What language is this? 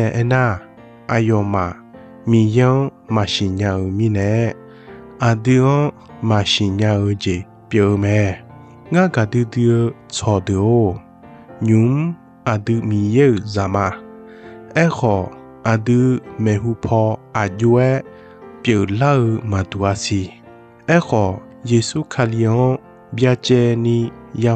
Akha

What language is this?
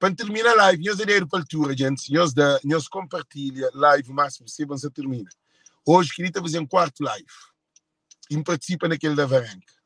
Kabuverdianu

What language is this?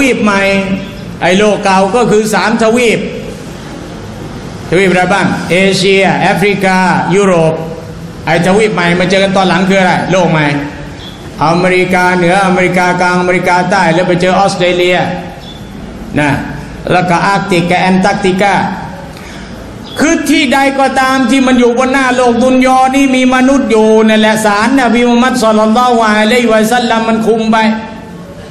Thai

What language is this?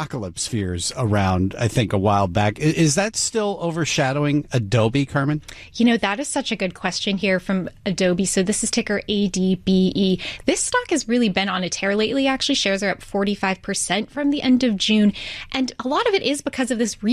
English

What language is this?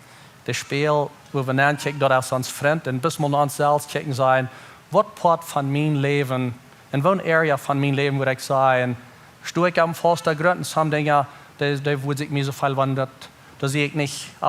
Plautdietsch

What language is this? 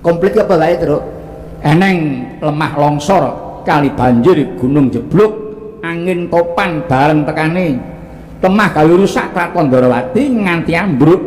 Javanese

